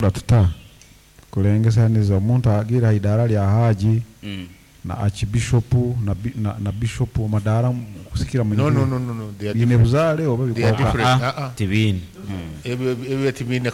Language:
Nyoro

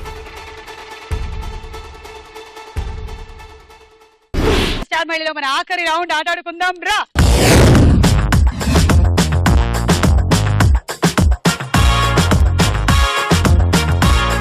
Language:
Telugu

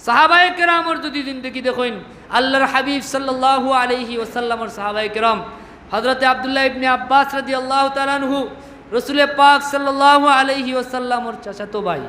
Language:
Sylheti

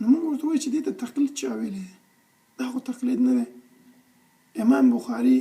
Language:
Pashto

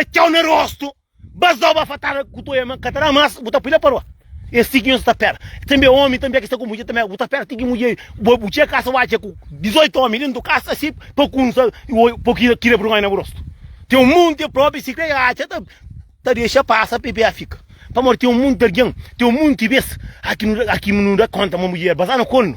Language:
Kabuverdianu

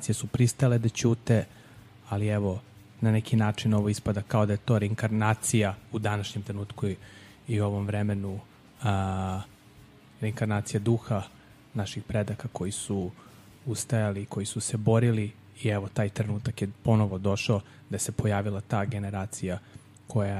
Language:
Serbian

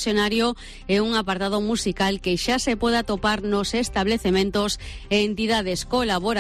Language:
Galician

